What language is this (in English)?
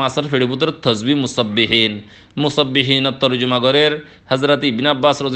Rohingya